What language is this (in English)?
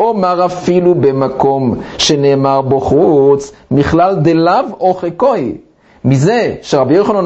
Hebrew